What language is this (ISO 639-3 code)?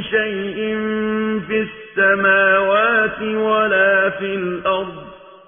ara